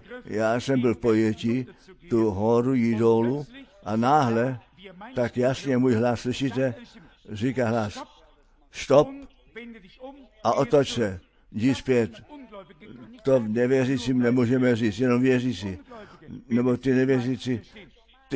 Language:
Czech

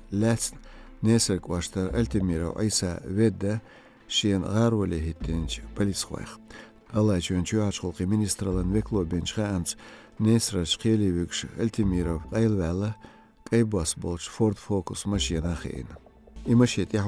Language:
Chechen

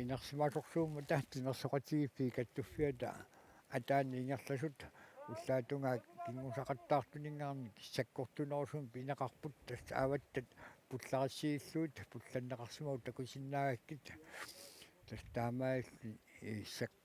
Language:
Kalaallisut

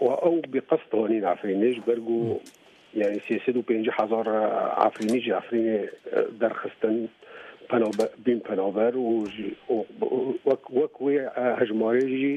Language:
Kurdish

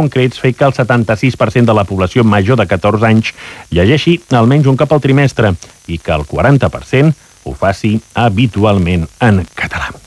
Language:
Catalan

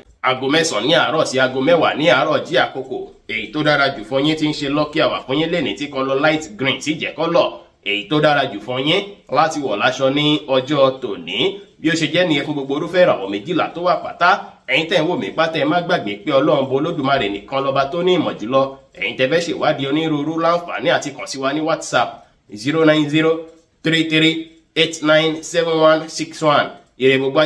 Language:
Yoruba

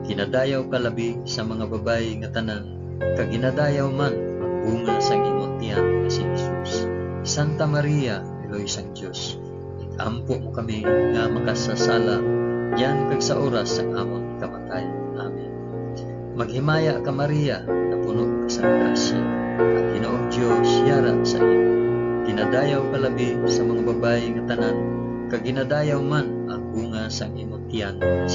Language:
Hiligaynon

